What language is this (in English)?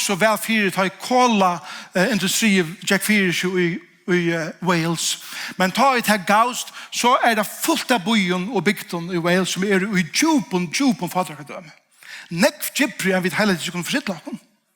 Faroese